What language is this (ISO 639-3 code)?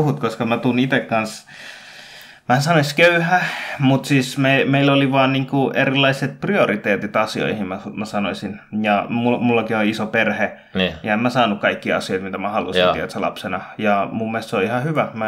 fin